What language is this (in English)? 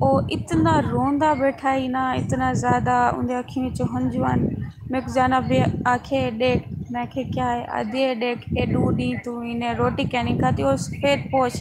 Saraiki